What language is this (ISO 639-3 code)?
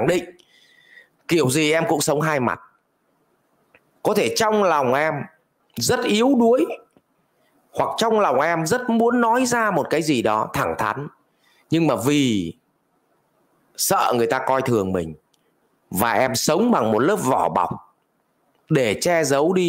vie